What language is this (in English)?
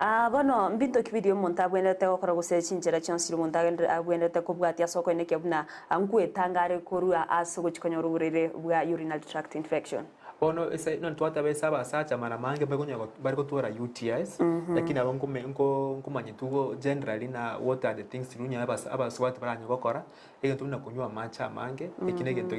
Gusii